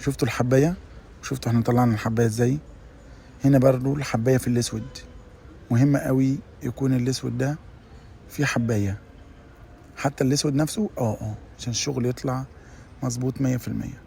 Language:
Egyptian Arabic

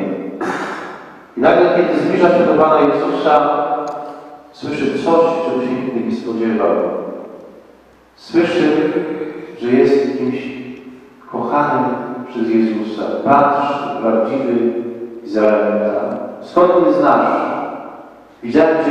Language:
Polish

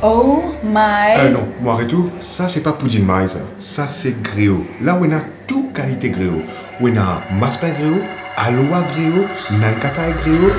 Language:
Morisyen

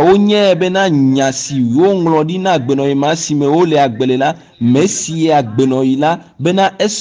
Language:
Ewe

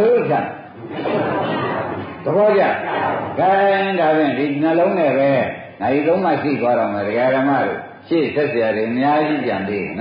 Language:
Burmese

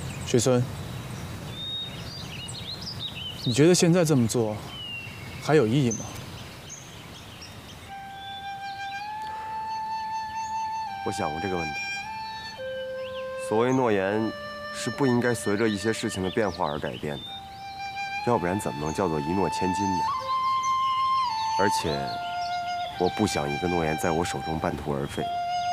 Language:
Chinese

